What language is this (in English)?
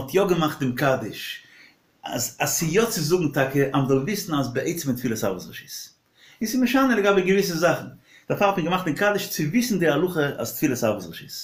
Yiddish